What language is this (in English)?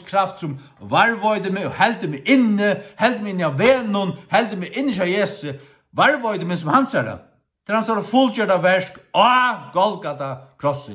Faroese